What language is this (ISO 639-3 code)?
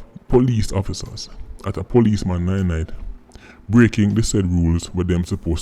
jam